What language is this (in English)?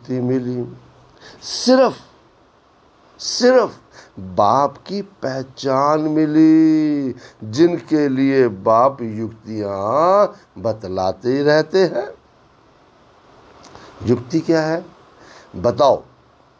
Hindi